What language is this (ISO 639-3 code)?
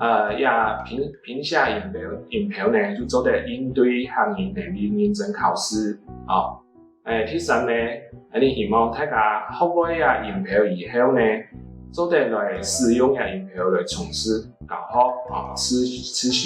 hak